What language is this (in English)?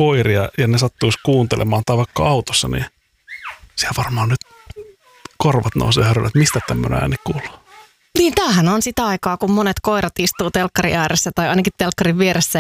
Finnish